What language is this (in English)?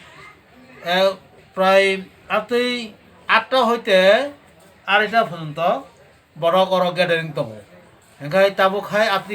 Kok Borok